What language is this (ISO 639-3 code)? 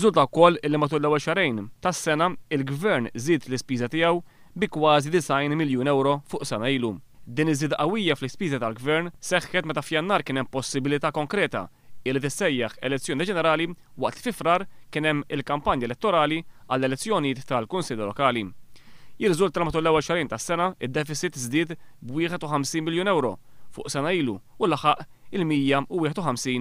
mlt